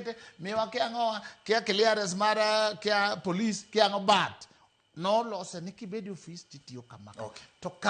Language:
Luo (Kenya and Tanzania)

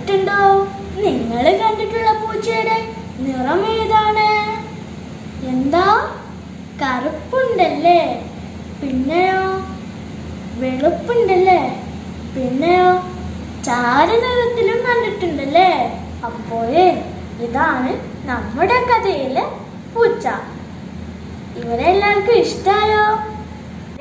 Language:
Malayalam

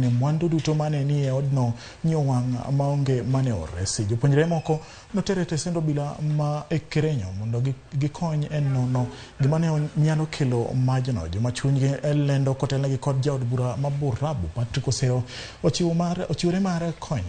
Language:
Luo (Kenya and Tanzania)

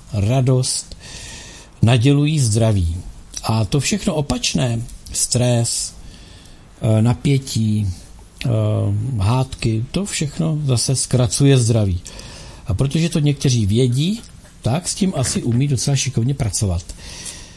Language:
Czech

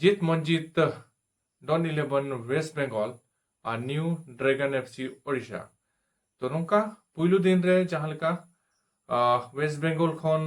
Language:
Santali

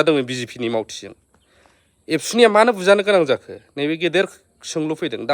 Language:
Bodo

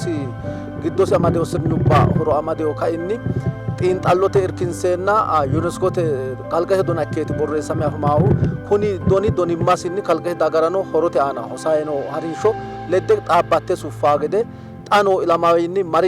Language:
Sidamo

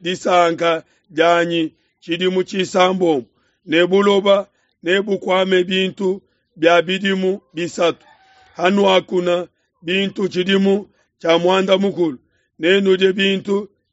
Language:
Luba-Lulua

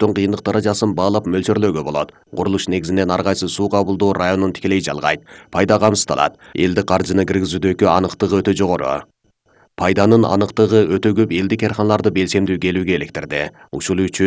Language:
Kyrgyz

